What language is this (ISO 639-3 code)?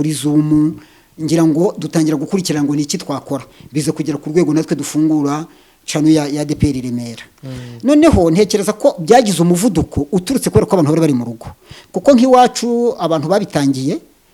kin